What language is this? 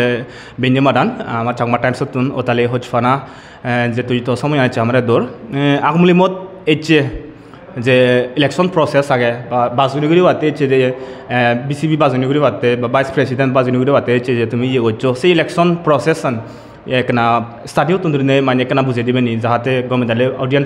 Chakma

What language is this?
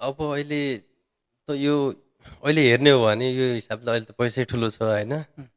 Nepali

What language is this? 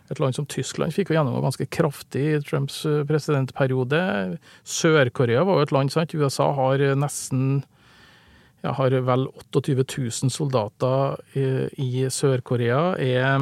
Norwegian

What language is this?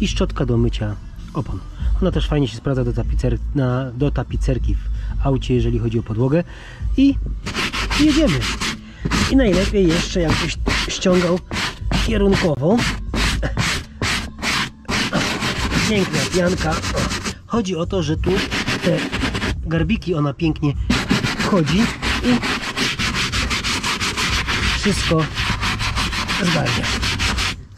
Polish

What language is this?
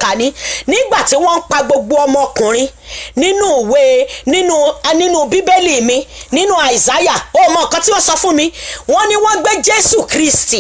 Yoruba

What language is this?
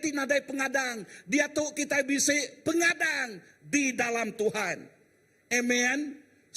Iban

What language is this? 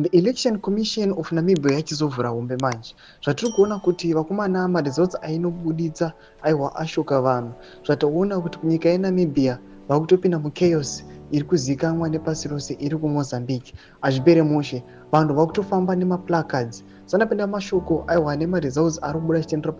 Shona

